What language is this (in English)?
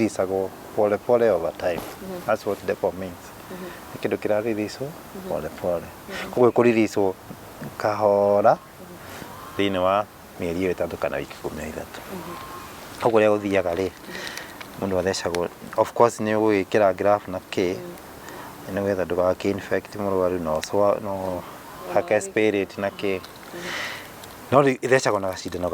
Kikuyu